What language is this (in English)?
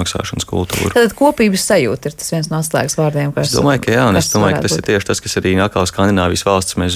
Latvian